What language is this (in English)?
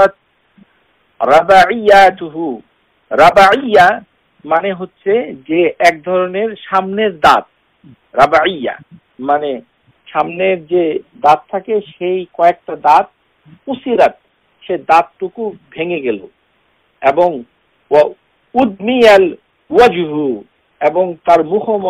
Bangla